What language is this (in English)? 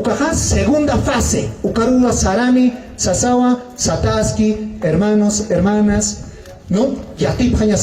Aymara